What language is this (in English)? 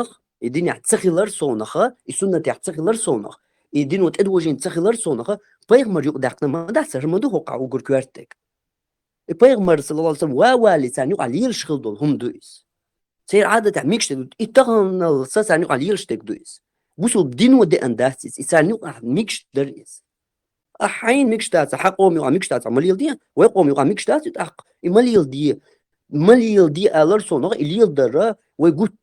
Chechen